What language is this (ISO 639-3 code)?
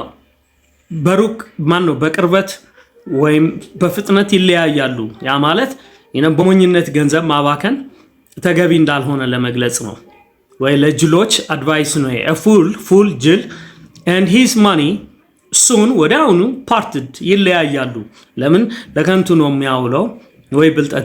amh